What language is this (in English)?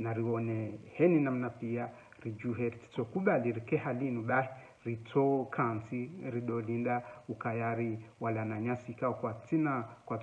Ngazidja Comorian